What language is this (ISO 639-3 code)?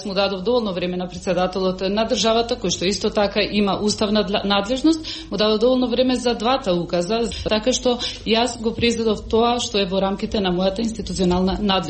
mkd